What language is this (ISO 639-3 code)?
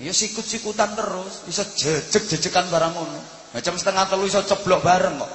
jav